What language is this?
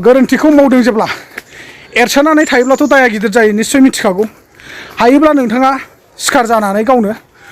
Bodo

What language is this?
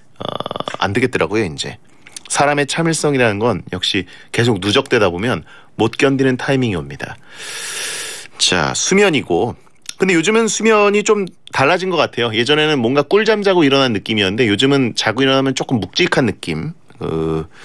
Korean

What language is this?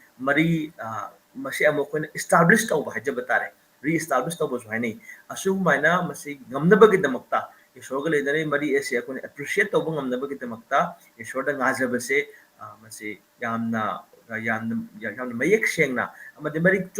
Manipuri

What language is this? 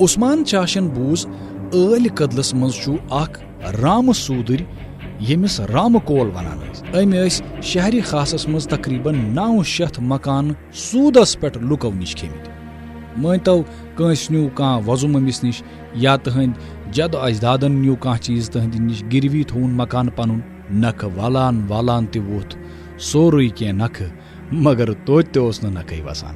Kashmiri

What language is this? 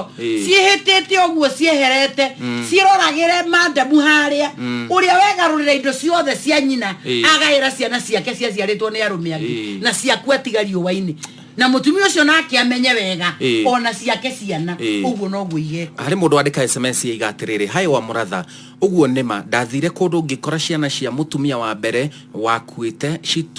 Kikuyu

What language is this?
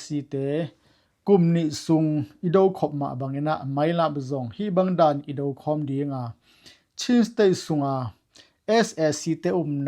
Tedim Chin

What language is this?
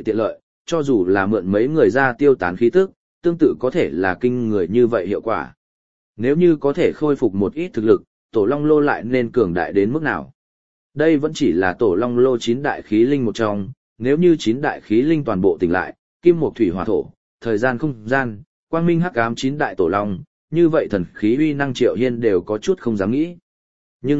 Vietnamese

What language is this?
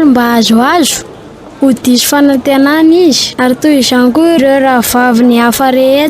Malagasy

